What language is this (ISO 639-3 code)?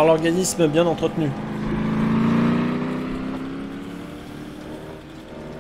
fra